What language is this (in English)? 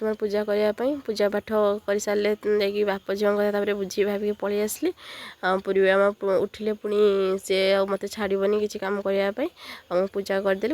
Odia